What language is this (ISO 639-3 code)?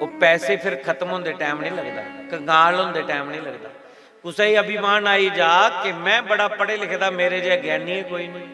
doi